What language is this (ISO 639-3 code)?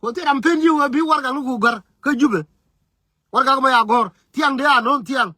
nus